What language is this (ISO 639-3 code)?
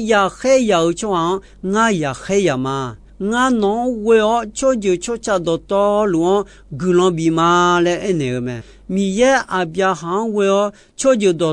ahk